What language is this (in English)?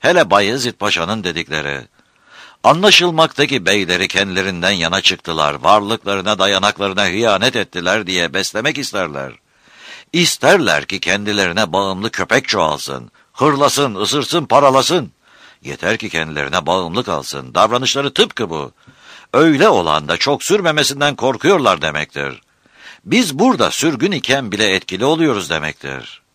Turkish